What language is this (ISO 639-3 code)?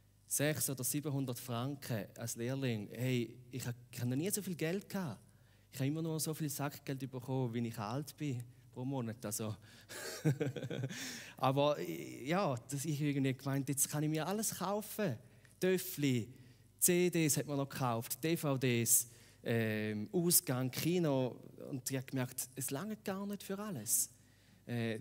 gsw